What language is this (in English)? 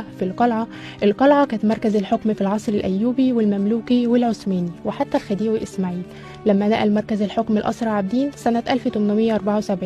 Egyptian Arabic